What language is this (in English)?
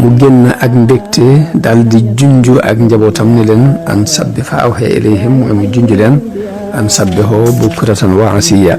Wolof